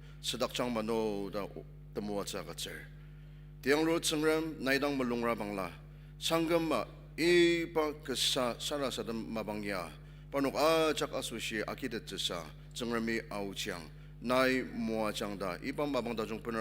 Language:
Ao Naga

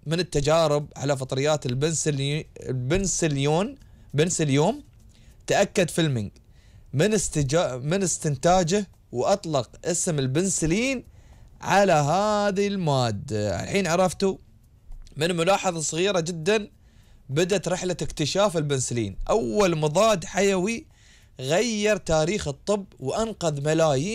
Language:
Gulf Arabic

